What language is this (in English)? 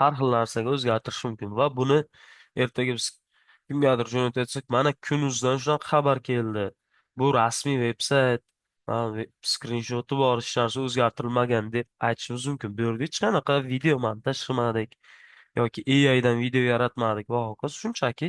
Uzbek